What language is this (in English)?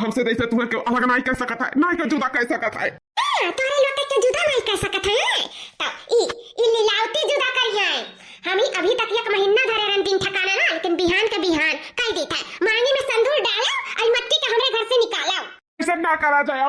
Awadhi